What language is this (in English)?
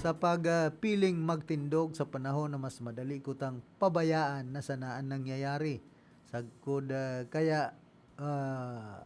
Bikol